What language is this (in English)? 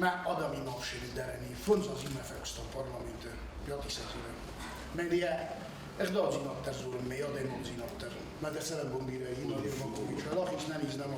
Ossetic